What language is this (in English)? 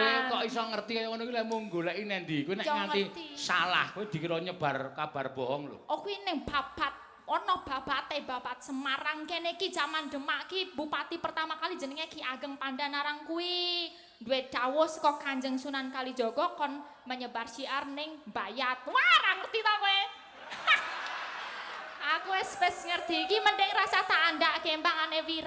Javanese